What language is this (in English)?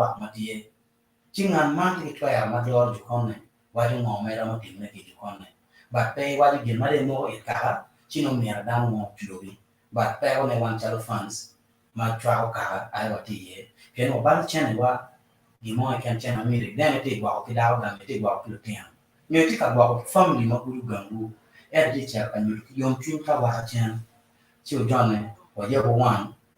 Acoli